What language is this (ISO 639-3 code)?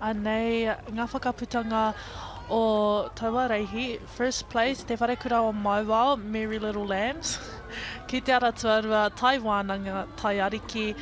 mri